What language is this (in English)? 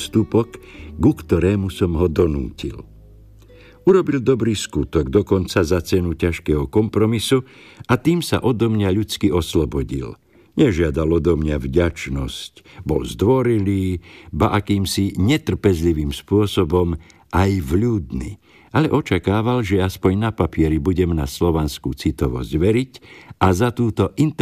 Slovak